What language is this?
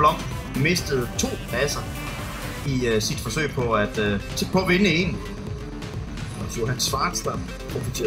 Danish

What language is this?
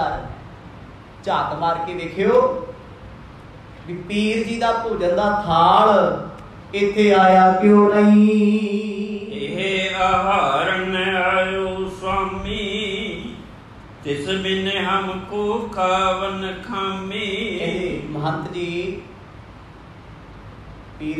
Punjabi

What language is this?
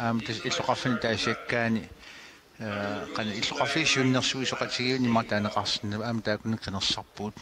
Kalaallisut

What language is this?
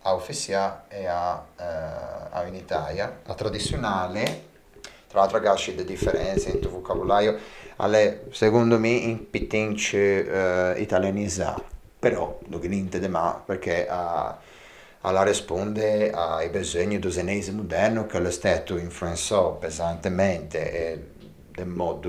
Ligurian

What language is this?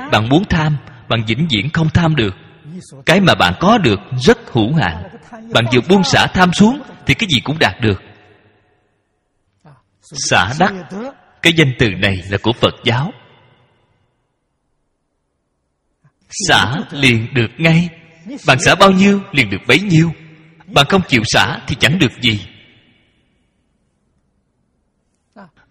Vietnamese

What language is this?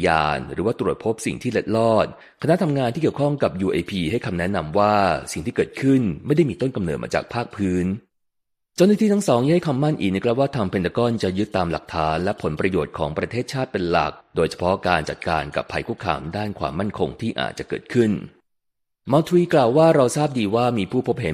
Thai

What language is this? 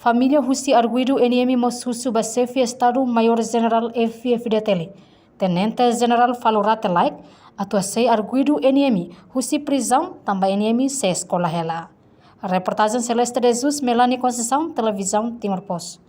Tetum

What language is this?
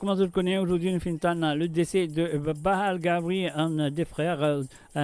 Morisyen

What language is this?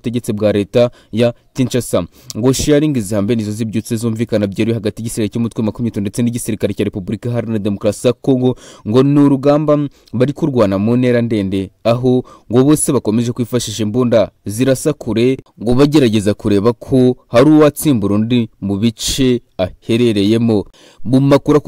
Kinyarwanda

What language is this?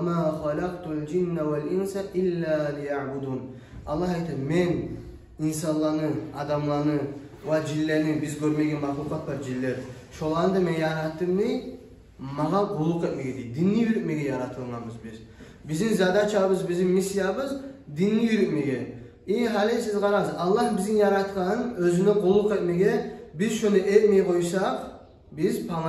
Kumyk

